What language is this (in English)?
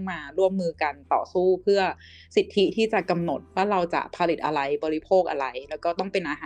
Thai